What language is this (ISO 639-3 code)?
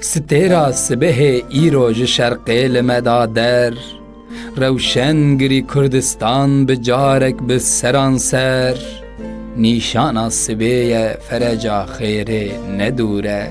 kur